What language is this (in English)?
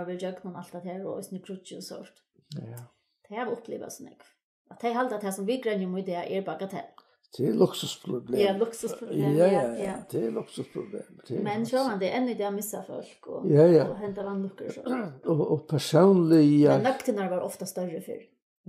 Faroese